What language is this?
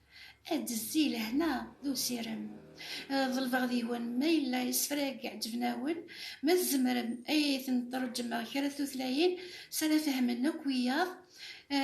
Kabyle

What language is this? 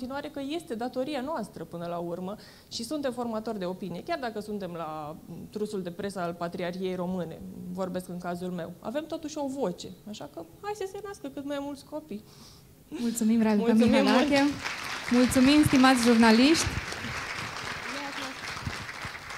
Romanian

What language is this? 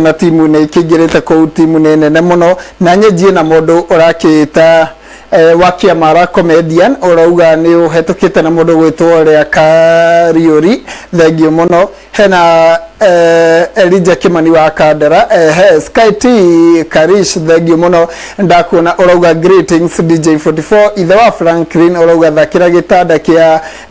Kikuyu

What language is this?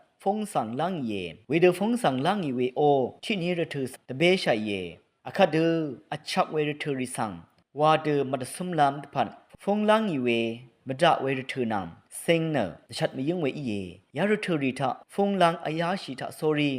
Rawang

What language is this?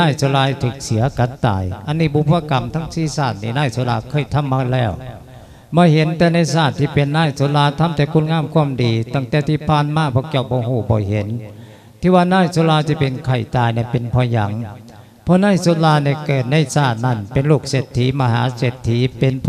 Lao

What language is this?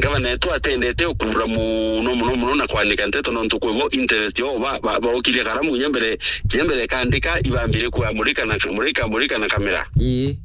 Meru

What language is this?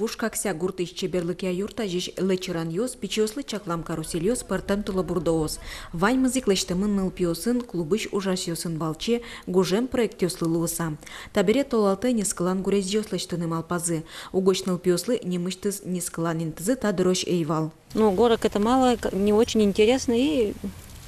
Udmurt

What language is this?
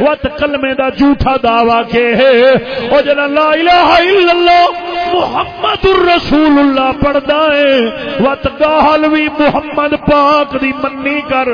Saraiki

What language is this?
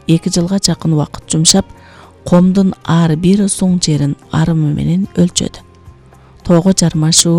Kyrgyz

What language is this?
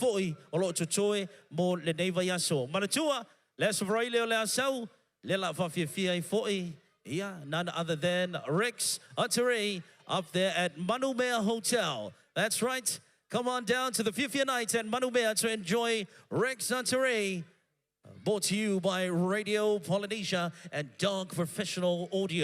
Samoan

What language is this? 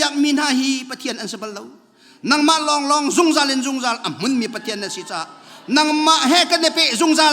Hakha Chin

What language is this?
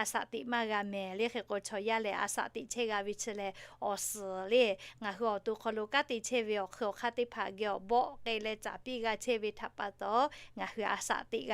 Lahu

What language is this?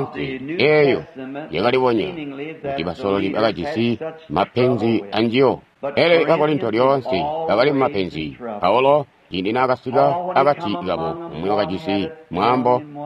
Tonga (Zambia)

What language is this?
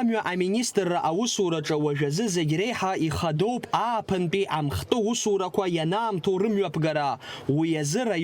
Abkhazian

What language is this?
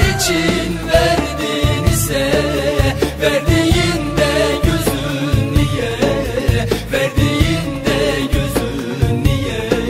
Turkish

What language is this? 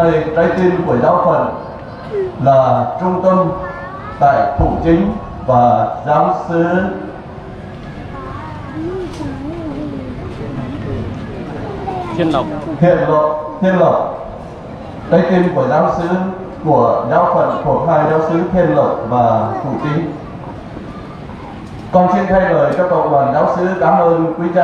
Vietnamese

